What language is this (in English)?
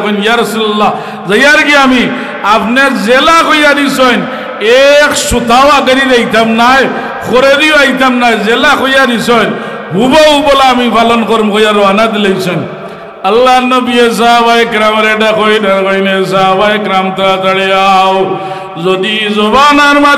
Sylheti